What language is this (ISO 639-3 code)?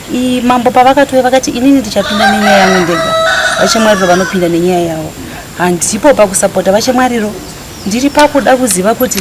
sna